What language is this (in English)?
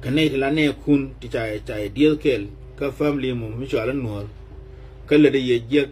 Nuer